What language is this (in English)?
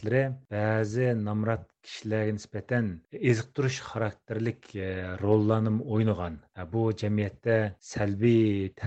Uyghur